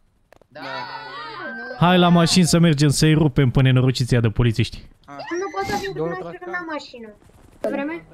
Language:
Romanian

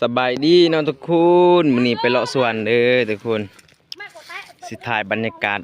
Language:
Lao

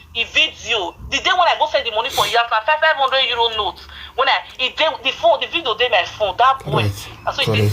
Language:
Nigerian Pidgin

